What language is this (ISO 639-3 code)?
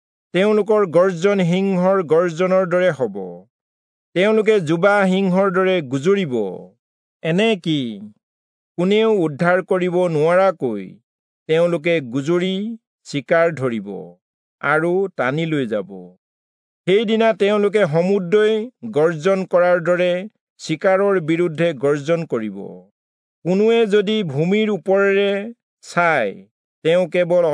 asm